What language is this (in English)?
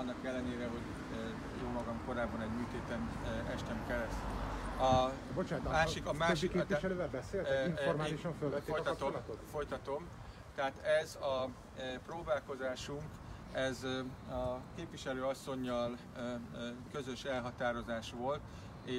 Hungarian